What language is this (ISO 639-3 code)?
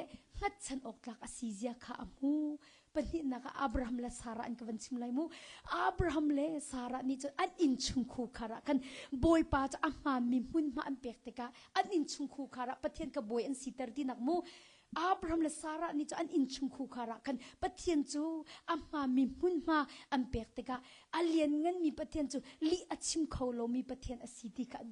cnh